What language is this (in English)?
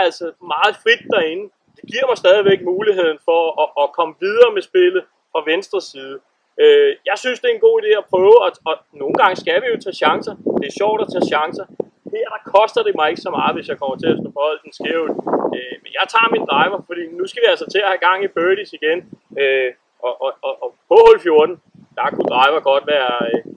Danish